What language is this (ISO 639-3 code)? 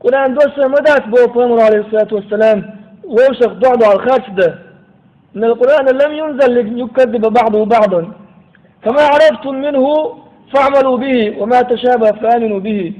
che